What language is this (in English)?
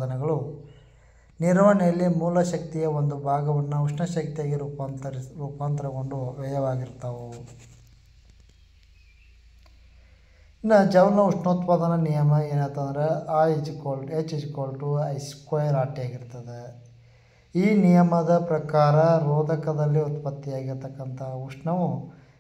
Kannada